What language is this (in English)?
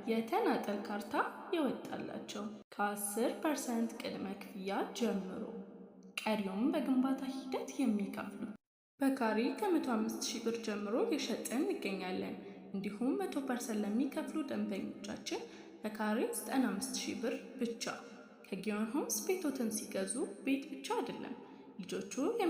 Amharic